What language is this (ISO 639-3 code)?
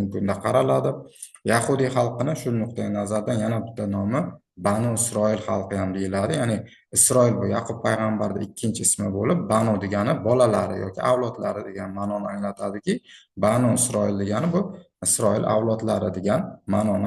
uzb